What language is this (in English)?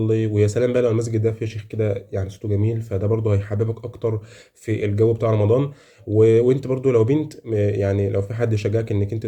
Egyptian Arabic